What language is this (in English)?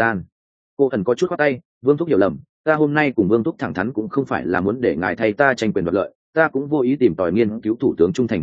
Vietnamese